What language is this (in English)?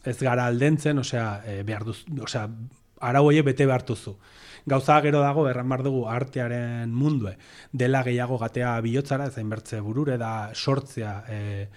Basque